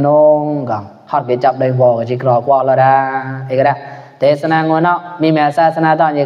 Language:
Mon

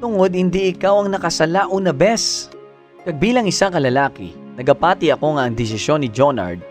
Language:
Hiligaynon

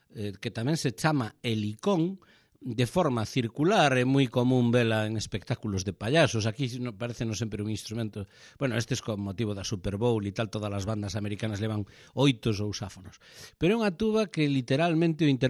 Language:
Galician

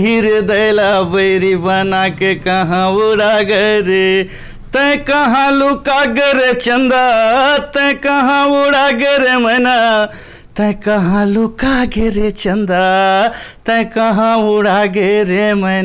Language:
Chhattisgarhi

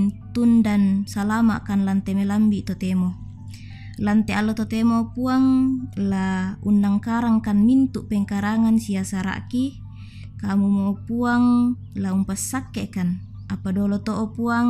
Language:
Toraja-Sa'dan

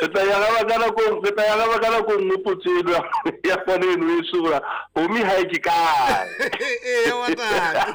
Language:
Southern Sotho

